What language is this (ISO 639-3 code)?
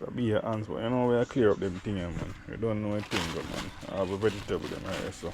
jam